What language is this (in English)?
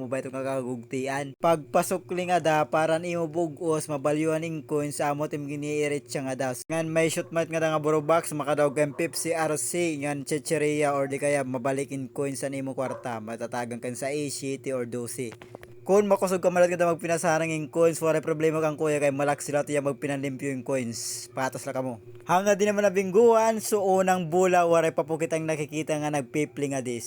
Waray